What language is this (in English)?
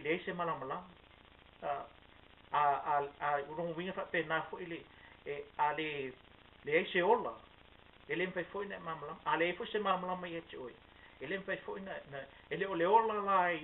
Samoan